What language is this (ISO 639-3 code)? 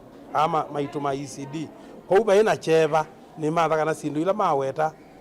kam